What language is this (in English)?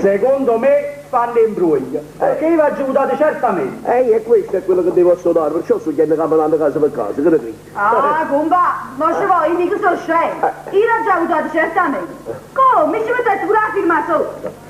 Neapolitan